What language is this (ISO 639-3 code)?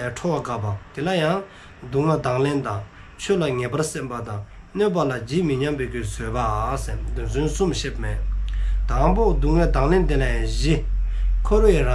dzo